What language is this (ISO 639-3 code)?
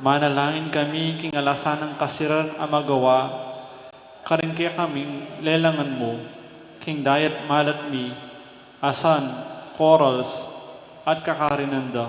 pam